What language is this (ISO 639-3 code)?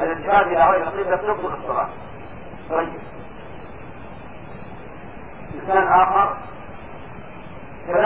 ara